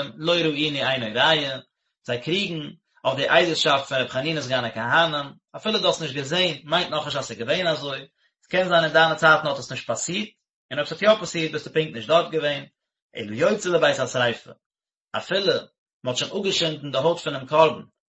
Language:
Yiddish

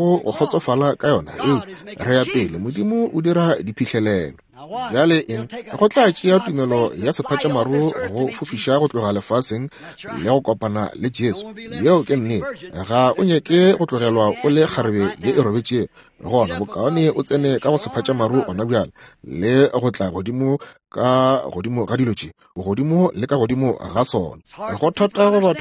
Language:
Northern Sotho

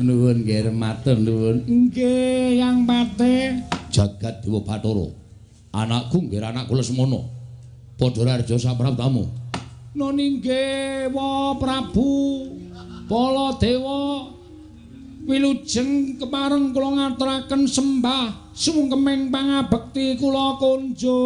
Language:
Javanese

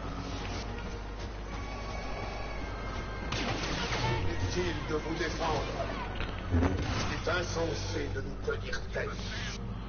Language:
French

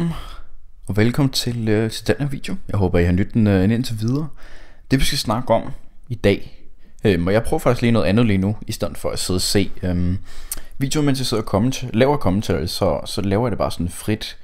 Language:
Danish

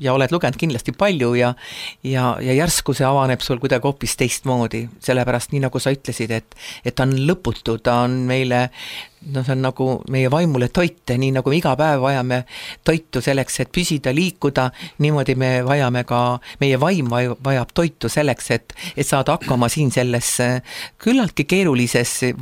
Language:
Estonian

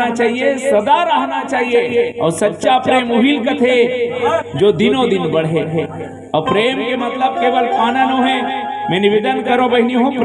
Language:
Chhattisgarhi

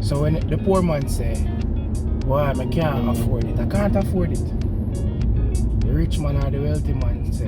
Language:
Jamaican Creole English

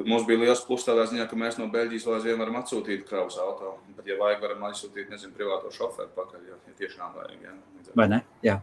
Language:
Latvian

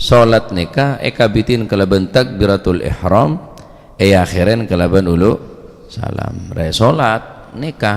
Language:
Madurese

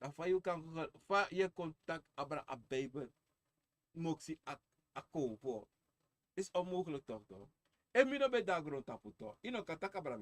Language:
Sranan Tongo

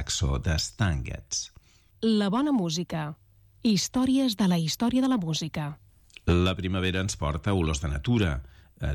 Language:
Catalan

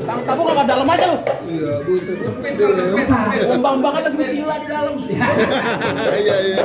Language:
Betawi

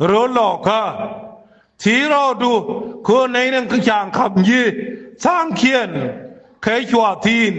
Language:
Nuer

